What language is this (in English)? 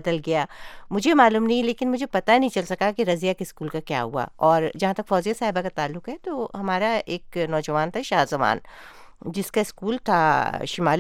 Urdu